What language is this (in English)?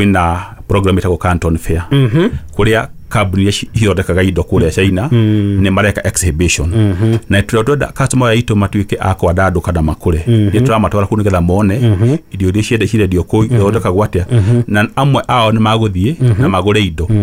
Kikuyu